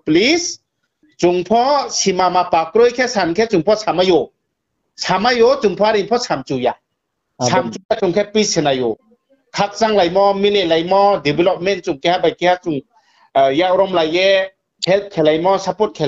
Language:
Riang (India)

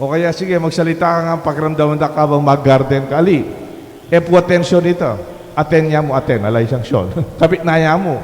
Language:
Pampanga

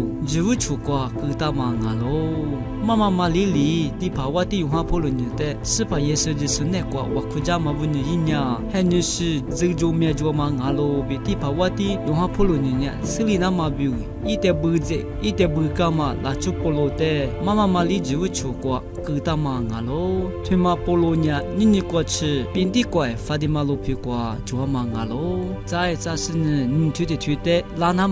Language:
Lisu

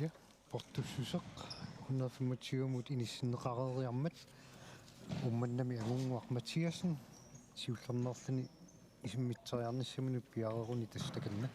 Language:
Kalaallisut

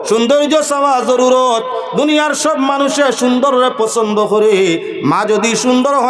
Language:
Sylheti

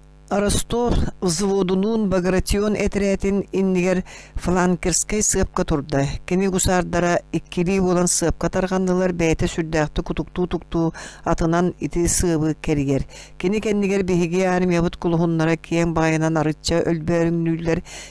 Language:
Yakut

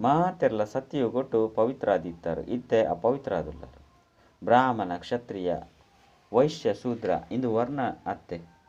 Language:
Tulu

